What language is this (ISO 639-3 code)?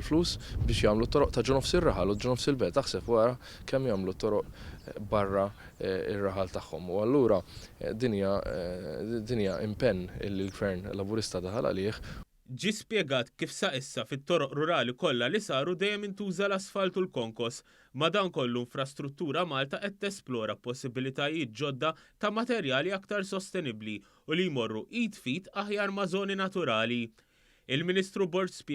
mlt